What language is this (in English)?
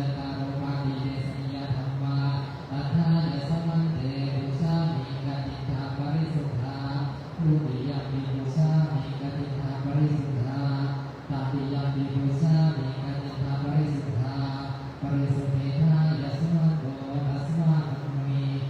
Pali